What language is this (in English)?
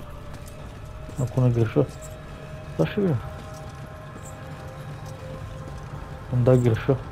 Bulgarian